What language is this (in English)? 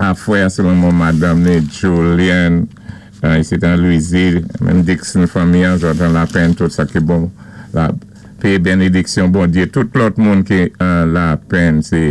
Saint Lucian Creole French